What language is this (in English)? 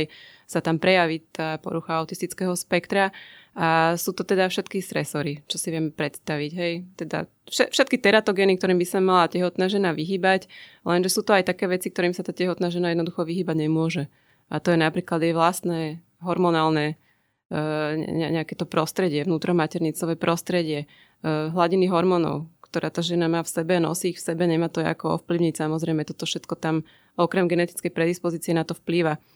Slovak